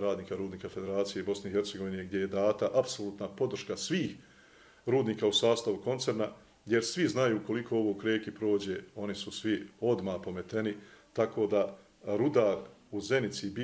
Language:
Bosnian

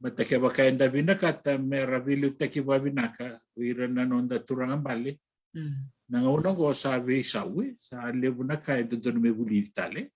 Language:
Fijian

